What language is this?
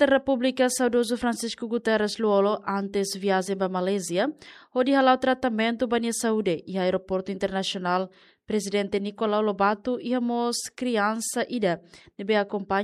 Tetum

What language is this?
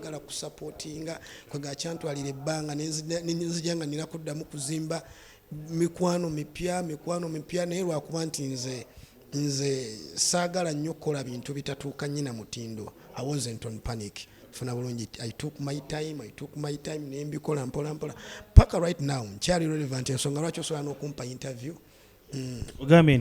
Ganda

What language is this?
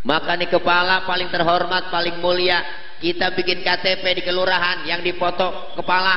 Betawi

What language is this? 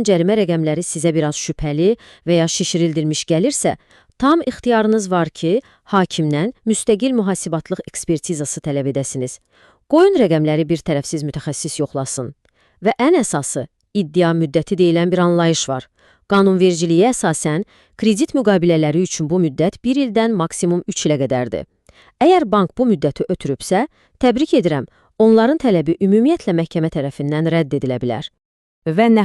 Azerbaijani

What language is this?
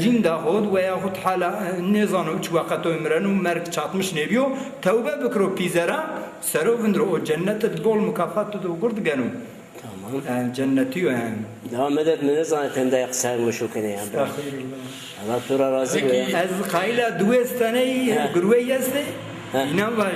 Zaza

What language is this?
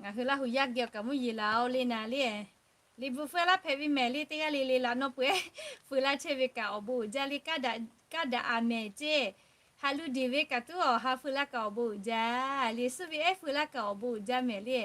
Lahu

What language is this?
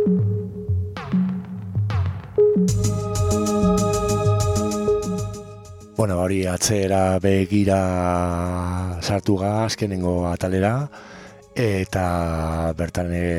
Basque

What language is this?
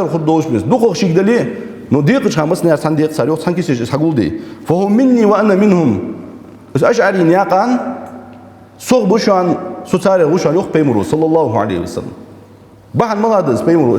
Ingush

